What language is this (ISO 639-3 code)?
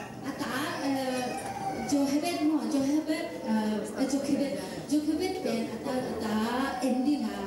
ctd